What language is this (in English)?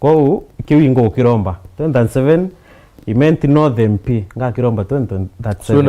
Meru